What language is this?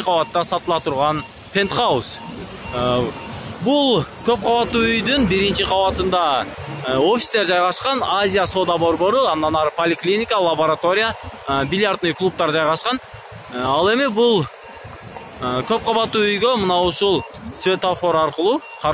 Kyrgyz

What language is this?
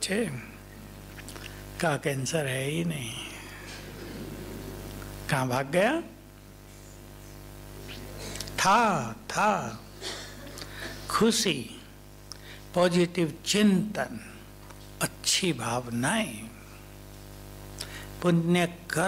Hindi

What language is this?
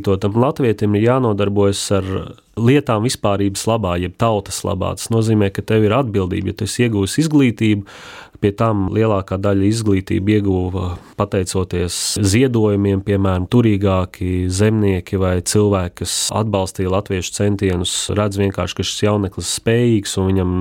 Latvian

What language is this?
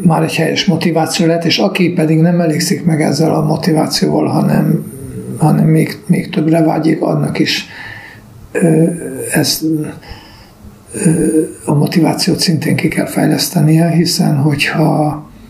Hungarian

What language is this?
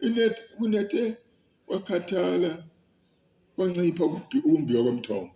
Zulu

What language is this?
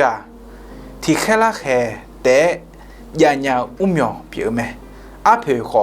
Akha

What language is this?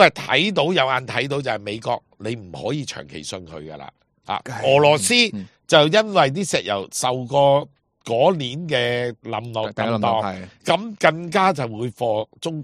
Cantonese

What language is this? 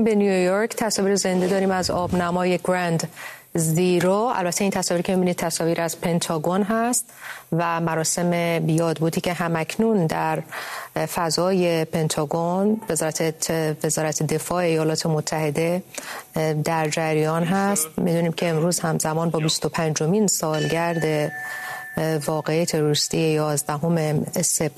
Persian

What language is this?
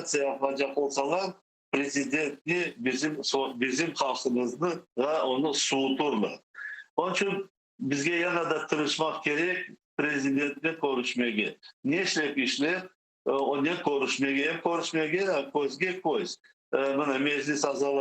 Crimean Tatar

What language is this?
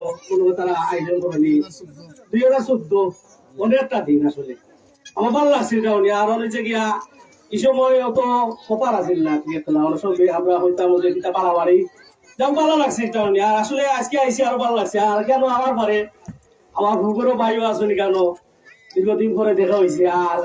Sylheti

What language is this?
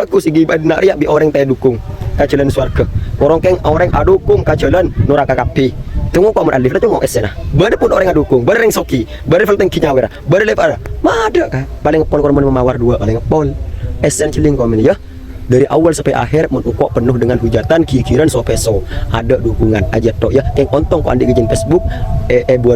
Madurese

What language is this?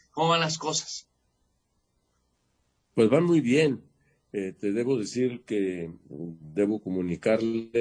Spanish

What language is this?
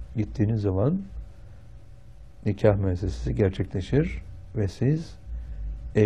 Turkish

